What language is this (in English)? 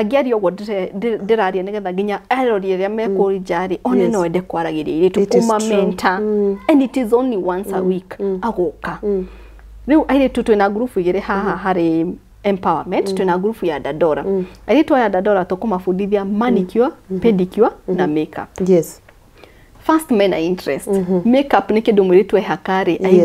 Kikuyu